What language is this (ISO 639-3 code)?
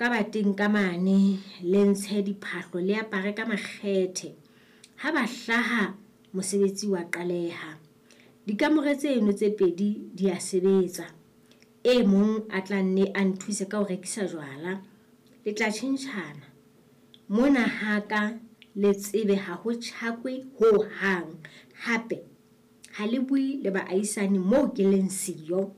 sot